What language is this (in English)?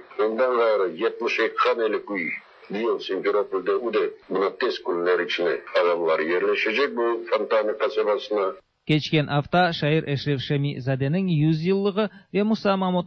Tatar